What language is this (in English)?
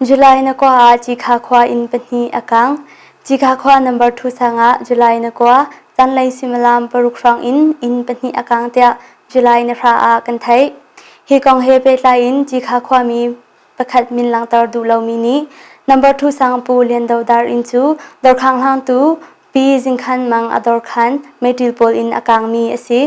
Hakha Chin